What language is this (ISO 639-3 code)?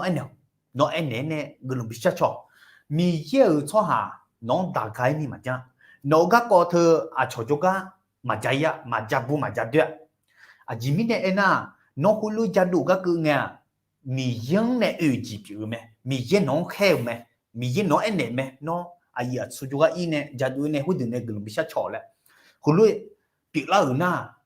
ahk